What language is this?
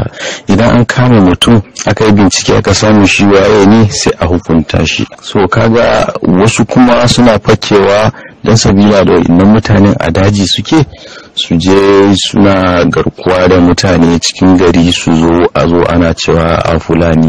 Hausa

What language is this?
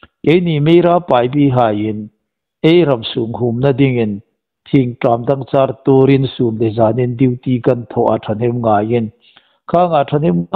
Hmar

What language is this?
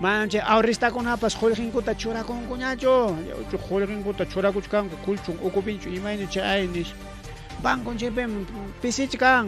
Ayacucho Quechua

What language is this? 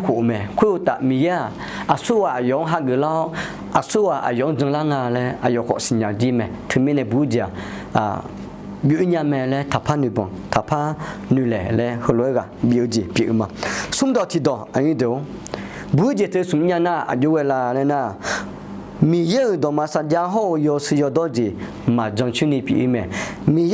Akha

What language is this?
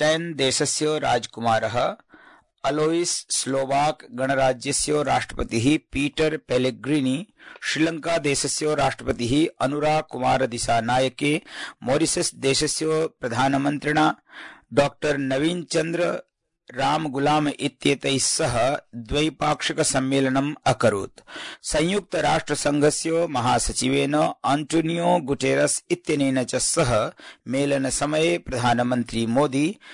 Sanskrit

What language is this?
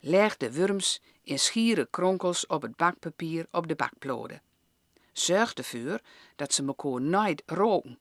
Gronings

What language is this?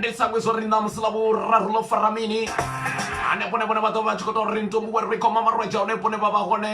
Venda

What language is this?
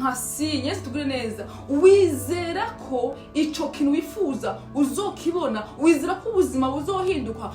Rundi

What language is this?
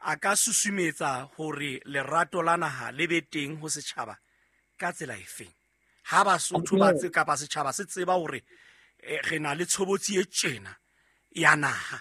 Southern Sotho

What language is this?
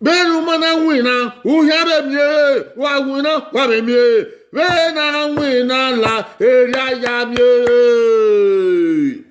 Bini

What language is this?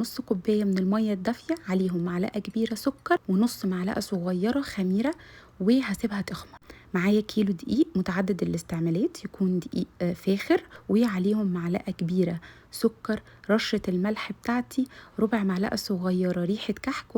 Egyptian Arabic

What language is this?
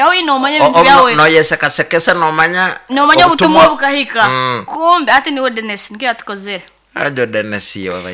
Nyoro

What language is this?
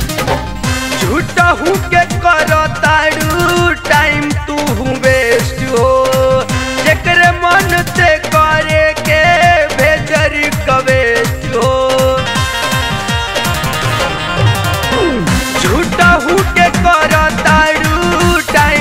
Bhojpuri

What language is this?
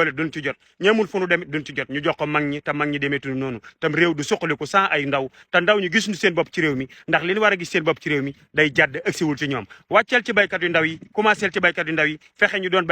Wolof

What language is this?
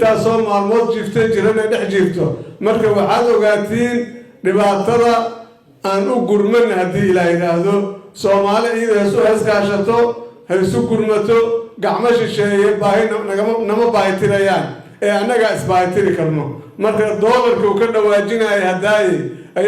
Somali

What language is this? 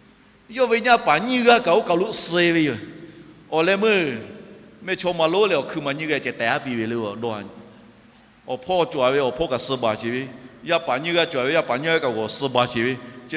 Lahu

